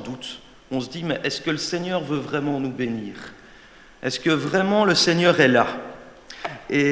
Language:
French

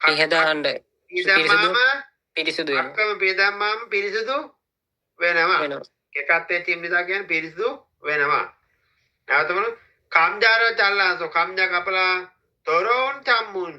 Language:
Sinhala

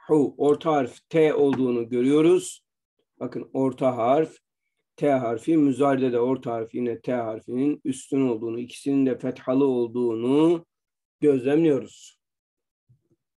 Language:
Turkish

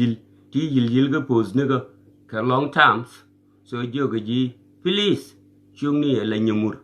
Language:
Nuer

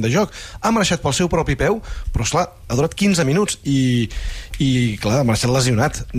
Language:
Catalan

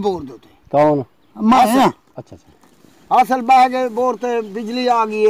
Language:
Saraiki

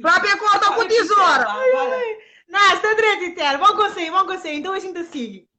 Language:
Kabuverdianu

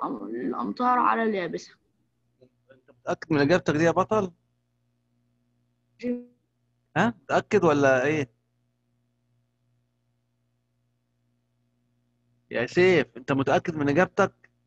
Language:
Egyptian Arabic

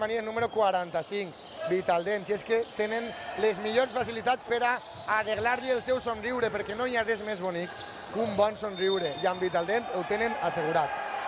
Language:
Catalan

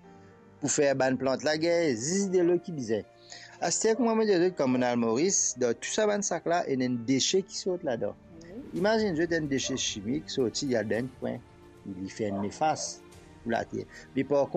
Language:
Morisyen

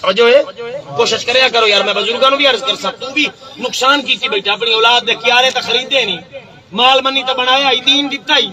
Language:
Saraiki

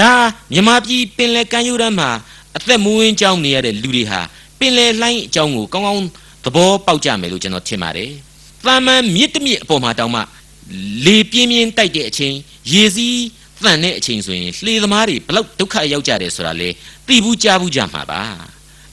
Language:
Burmese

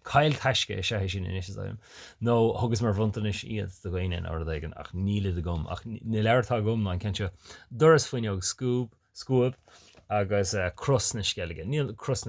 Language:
Irish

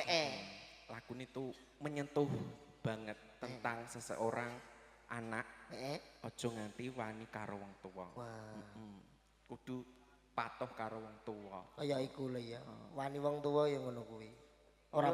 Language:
Javanese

